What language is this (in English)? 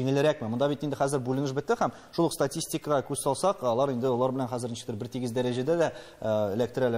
Tatar